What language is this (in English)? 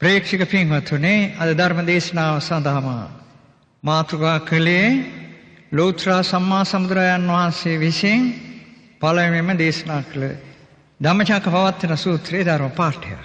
Sinhala